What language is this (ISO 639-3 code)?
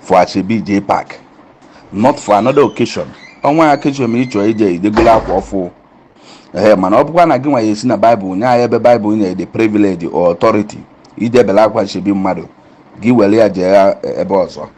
ibo